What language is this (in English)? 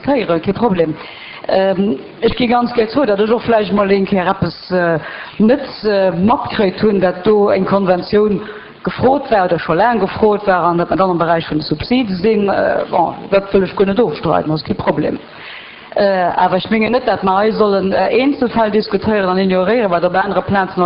Luxembourgish